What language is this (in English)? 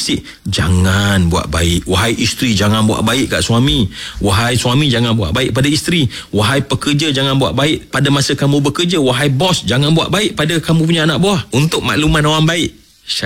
Malay